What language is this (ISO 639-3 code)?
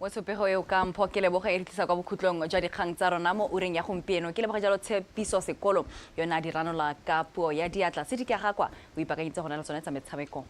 tsn